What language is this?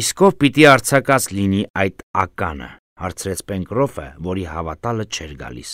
Armenian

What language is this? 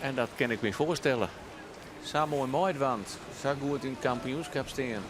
Western Frisian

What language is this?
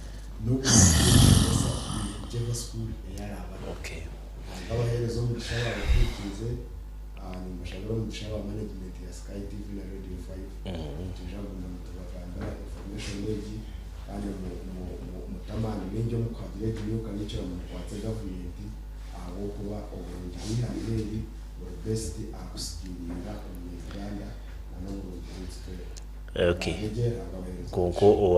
Nyankole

